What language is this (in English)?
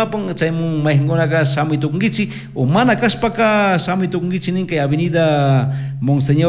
Chimborazo Highland Quichua